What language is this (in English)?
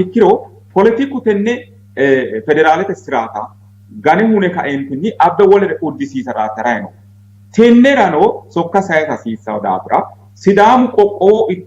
Sidamo